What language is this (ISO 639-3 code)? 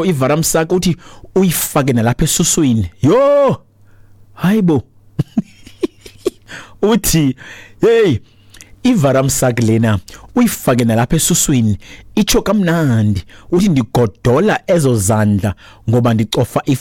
xho